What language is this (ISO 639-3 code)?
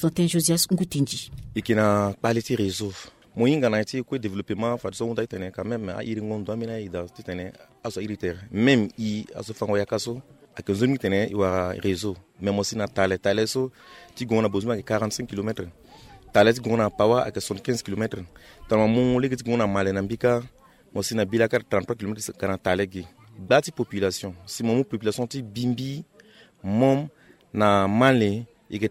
sag